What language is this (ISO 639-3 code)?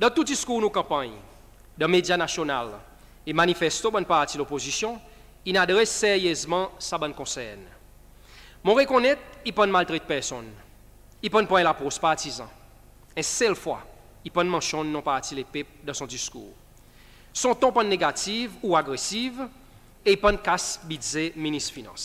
crs